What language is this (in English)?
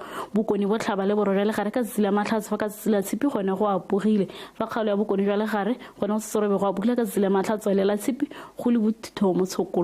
Tswana